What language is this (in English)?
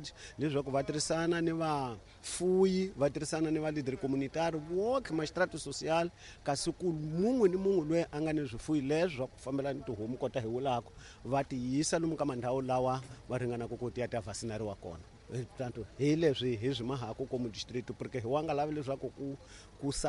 Tsonga